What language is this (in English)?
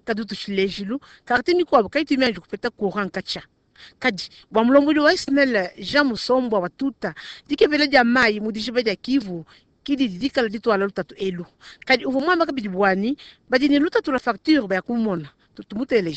Luba-Lulua